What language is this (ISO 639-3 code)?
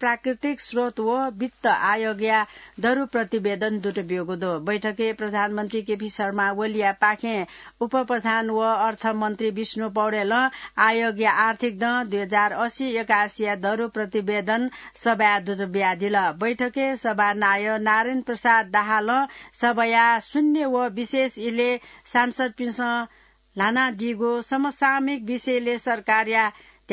new